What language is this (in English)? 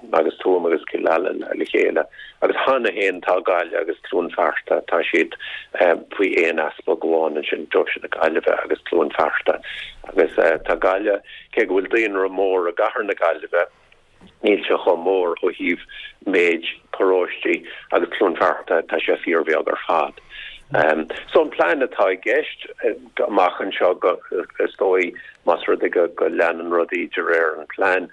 Irish